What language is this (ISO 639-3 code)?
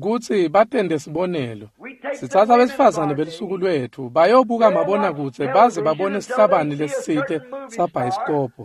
ssw